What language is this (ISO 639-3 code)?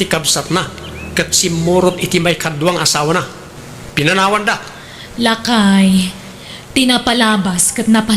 ilo